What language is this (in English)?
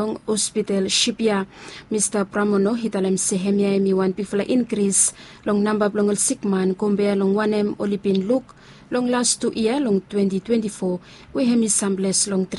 Bislama